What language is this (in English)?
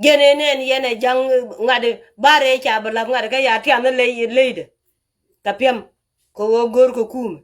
Nuer